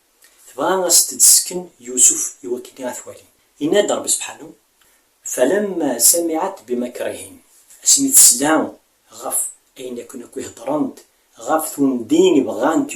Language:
Kabyle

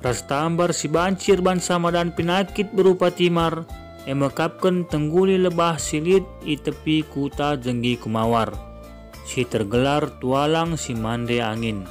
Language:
Batak Karo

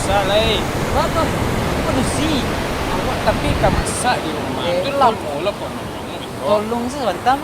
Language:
Minangkabau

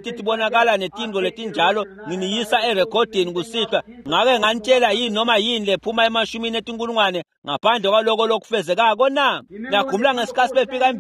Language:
Swati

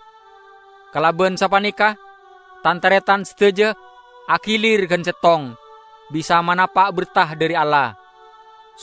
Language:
Madurese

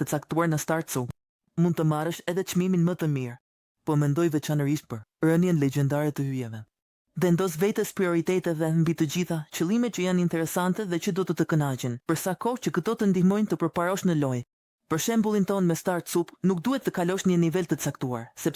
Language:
Albanian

